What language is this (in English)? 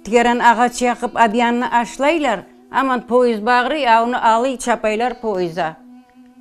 Crimean Tatar